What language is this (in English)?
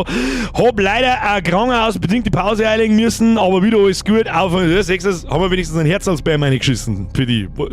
Bavarian